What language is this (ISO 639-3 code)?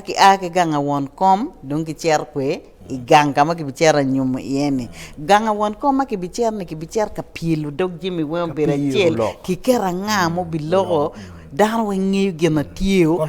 ach